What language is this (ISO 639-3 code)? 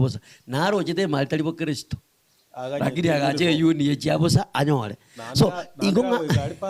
guz